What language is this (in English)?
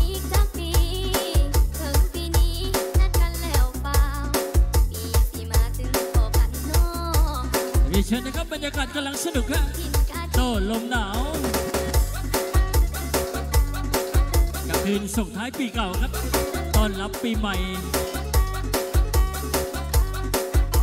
Thai